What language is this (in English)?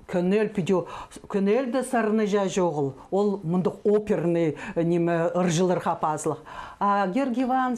Khakas